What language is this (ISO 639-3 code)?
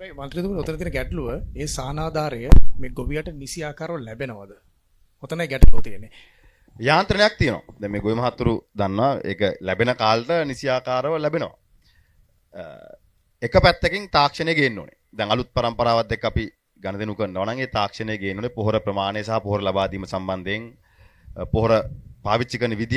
sin